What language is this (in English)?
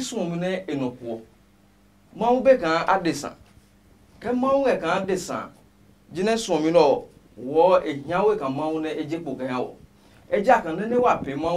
Adangme